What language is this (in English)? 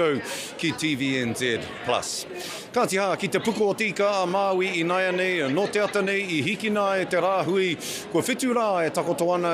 Māori